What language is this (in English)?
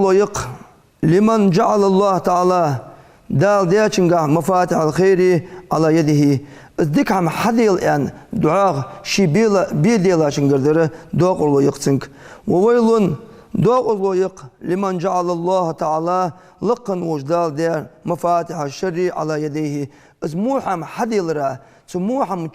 Ingush